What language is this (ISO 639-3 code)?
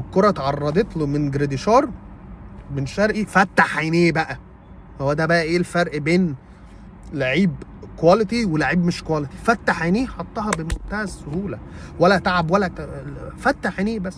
arz